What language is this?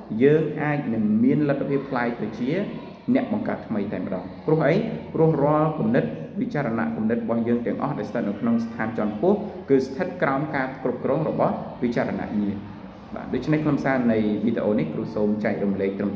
Khmer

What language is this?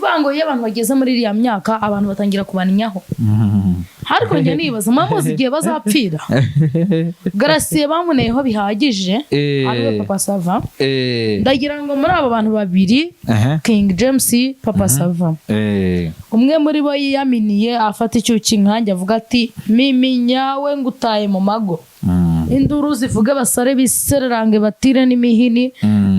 Kinyarwanda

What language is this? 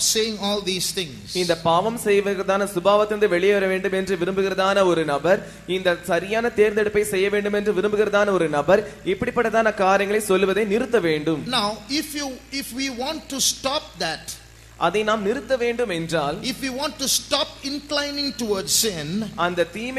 Tamil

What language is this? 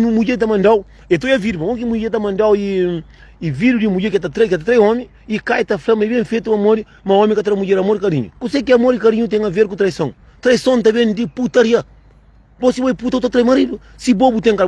Kabuverdianu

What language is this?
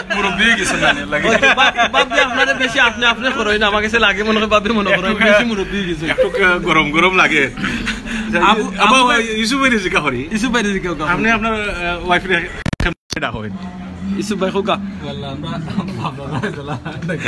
Sylheti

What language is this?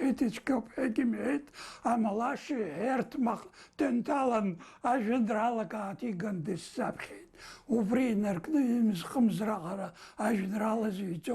Abkhazian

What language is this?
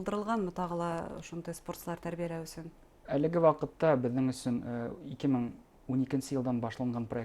Bashkir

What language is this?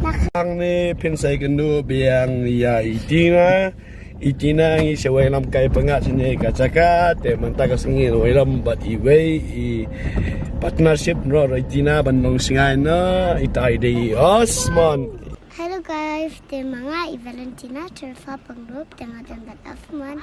Khasi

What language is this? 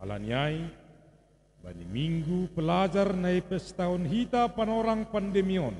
Batak Simalungun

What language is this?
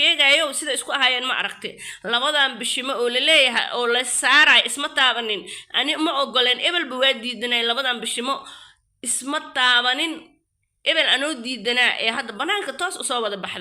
Somali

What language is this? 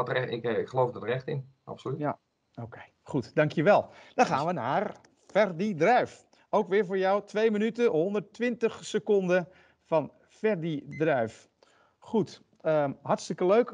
Dutch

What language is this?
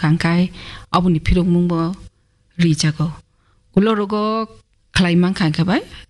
Kok Borok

